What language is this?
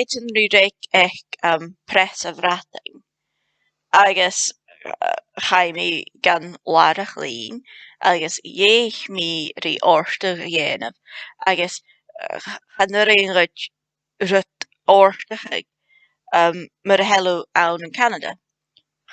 Scottish Gaelic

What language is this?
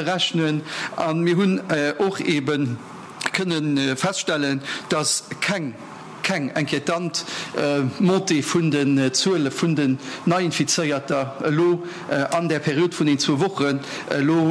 Luxembourgish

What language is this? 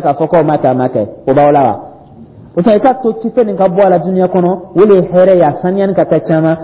Dyula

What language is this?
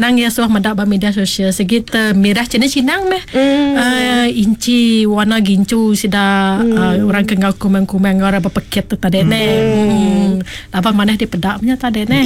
Iban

